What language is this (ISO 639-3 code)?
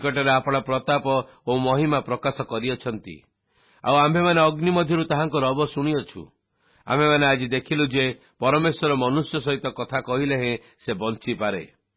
ori